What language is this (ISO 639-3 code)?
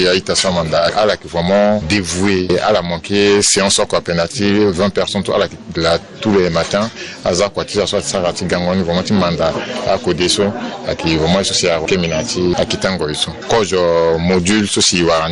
sag